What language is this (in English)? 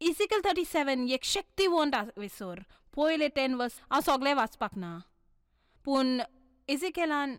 Konkani